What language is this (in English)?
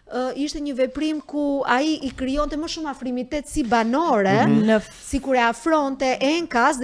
Albanian